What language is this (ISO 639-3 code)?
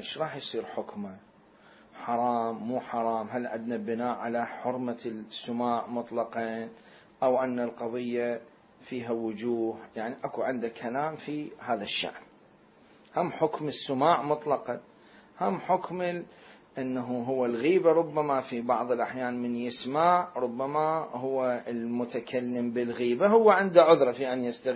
acm